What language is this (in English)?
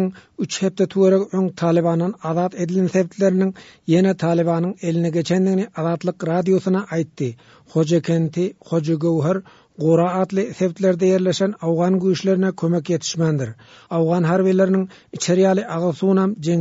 Turkmen